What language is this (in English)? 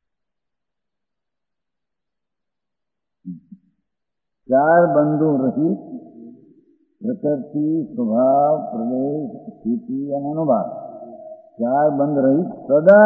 Gujarati